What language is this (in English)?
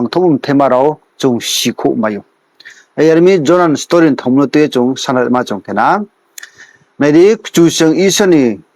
Riang (India)